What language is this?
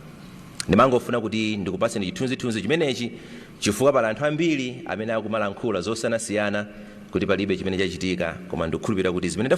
Nyanja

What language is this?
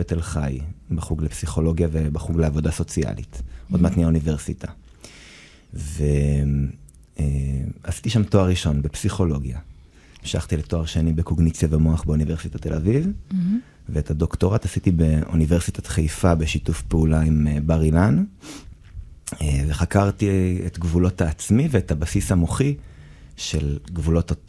Hebrew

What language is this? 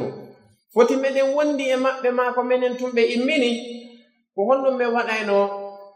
Pular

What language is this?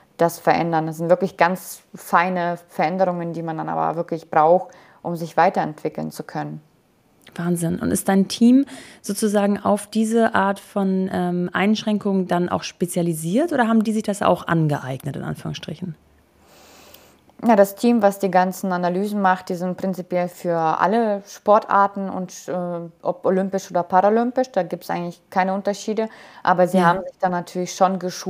German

